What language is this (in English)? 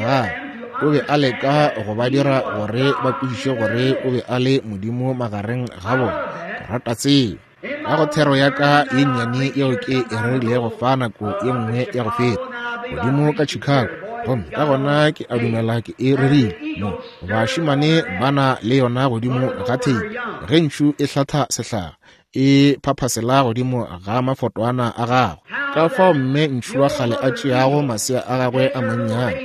Northern Sotho